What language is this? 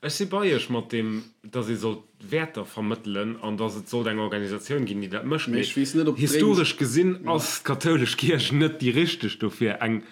Luxembourgish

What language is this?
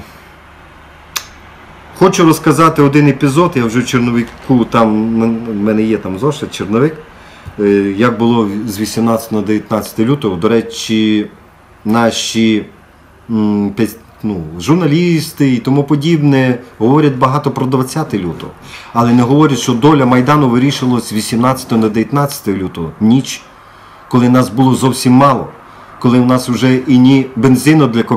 Ukrainian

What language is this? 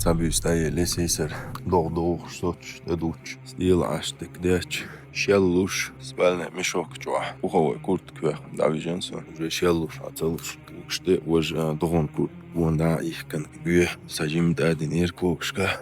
Chechen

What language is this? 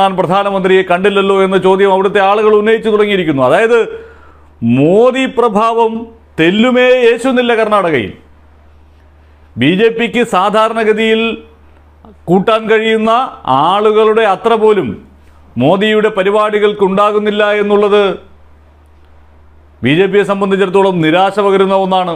Malayalam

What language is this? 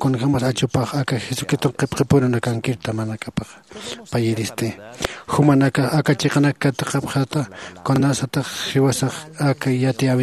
Aymara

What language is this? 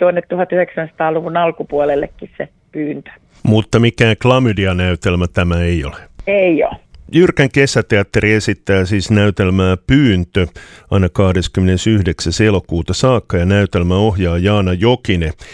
Finnish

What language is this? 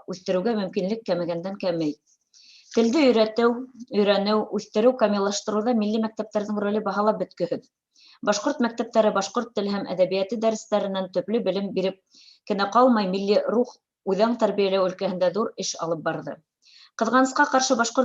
Bashkir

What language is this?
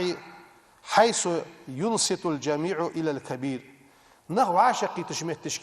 Ingush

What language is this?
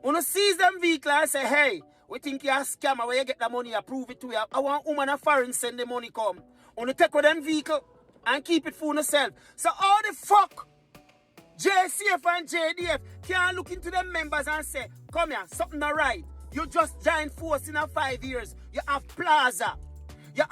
Jamaican Creole English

